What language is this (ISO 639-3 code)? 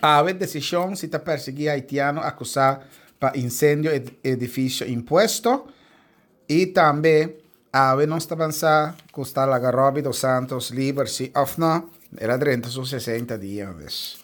pap